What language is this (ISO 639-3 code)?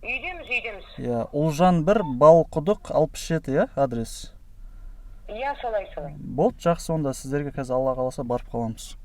kaz